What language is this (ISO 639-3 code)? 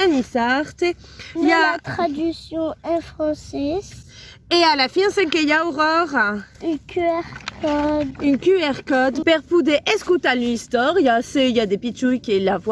oci